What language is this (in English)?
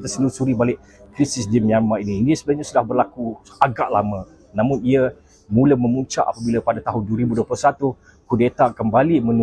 Malay